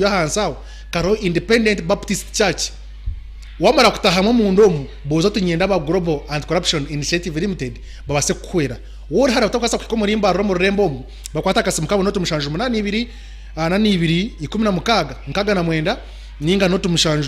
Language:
Nyankole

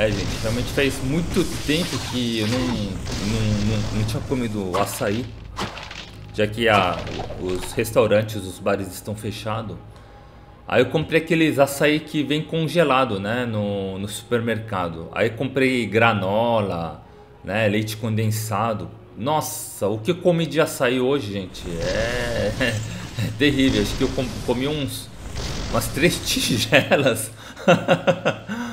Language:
Portuguese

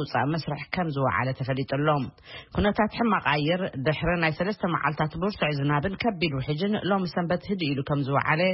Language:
Tigrinya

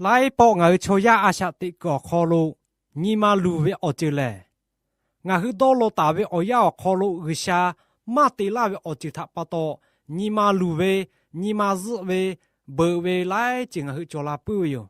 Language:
Lahu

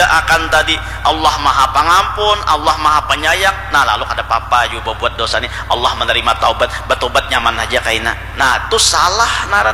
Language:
Banjar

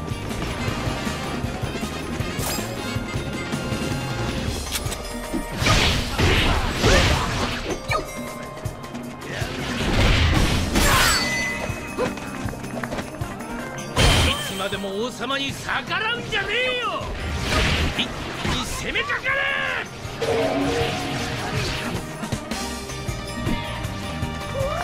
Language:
Japanese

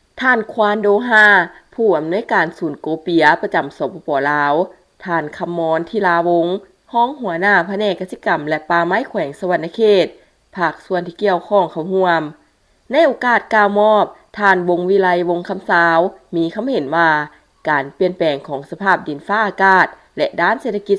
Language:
Lao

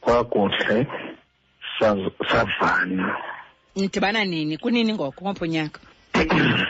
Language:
Xhosa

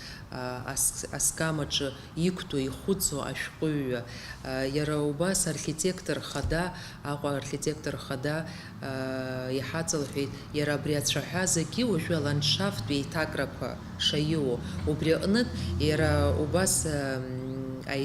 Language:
Abkhazian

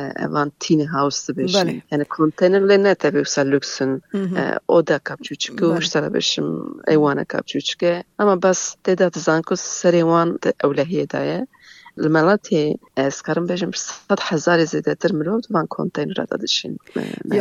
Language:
Kurdish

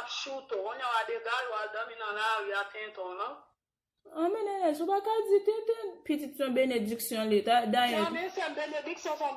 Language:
Haitian Creole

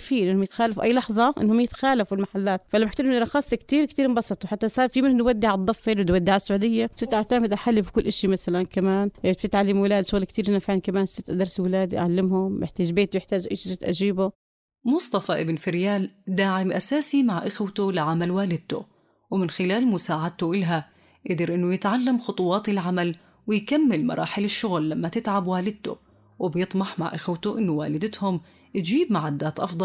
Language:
North Levantine Arabic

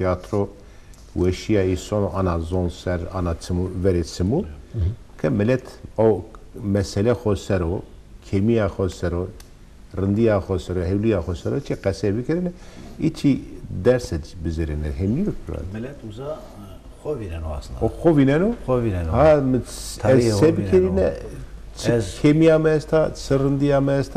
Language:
Zaza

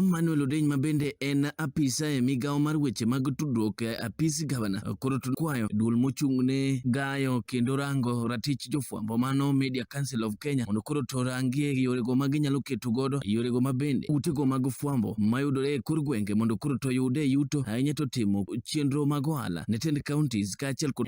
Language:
Luo (Kenya and Tanzania)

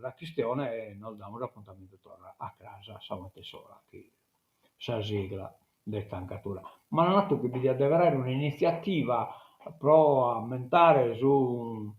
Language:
Sardinian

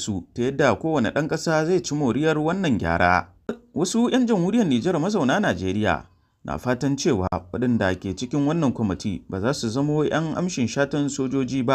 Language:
Hausa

